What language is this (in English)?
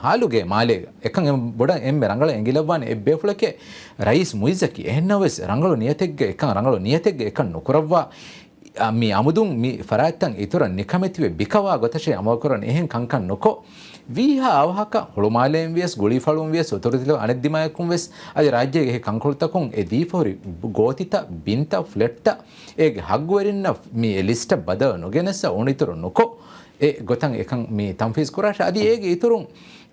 Divehi